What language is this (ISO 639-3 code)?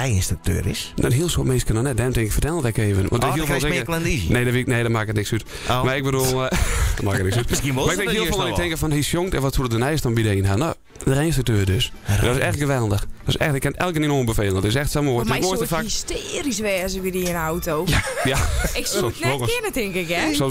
fry